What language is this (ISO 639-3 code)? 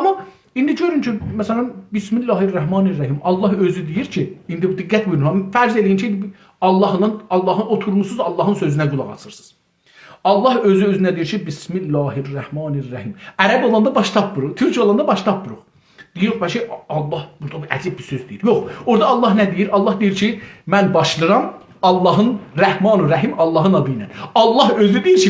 azb